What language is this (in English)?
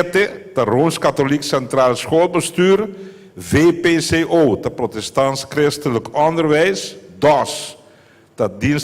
Papiamento